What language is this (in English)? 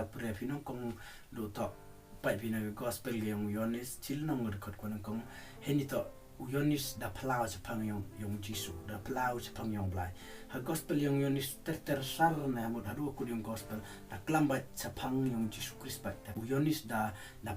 Khasi